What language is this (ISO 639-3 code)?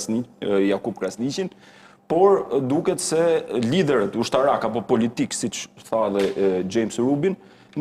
sqi